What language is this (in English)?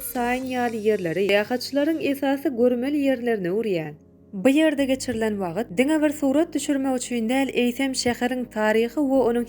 Turkmen